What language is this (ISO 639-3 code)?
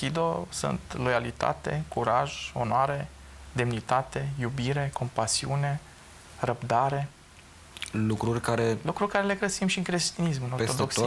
ron